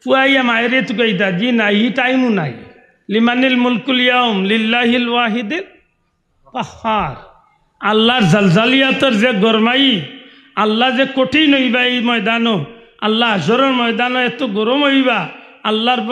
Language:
Sylheti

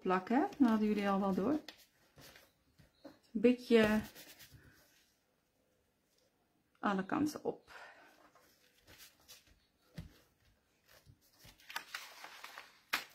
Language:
Dutch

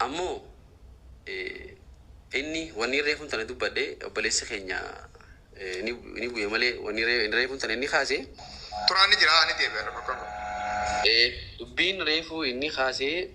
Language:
Oromo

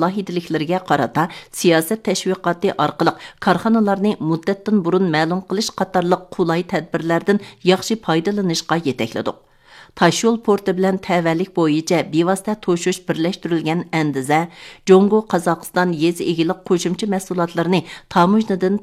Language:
Uyghur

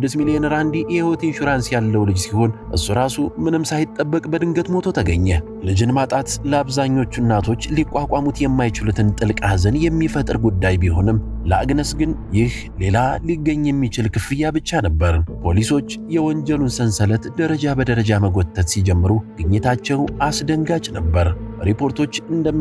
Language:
Amharic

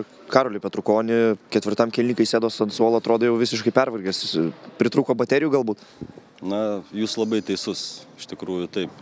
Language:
Lithuanian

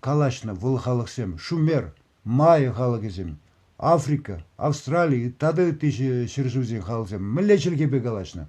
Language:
Chuvash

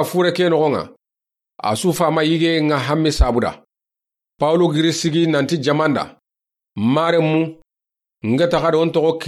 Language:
Soninke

